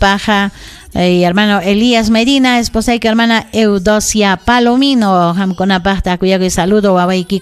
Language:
Ayacucho Quechua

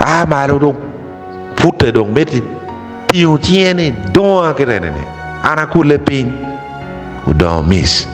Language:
Acoli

